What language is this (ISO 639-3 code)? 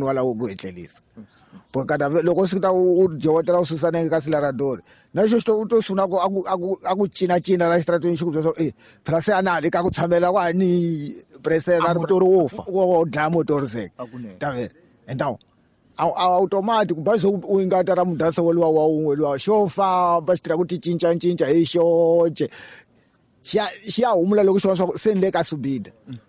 tso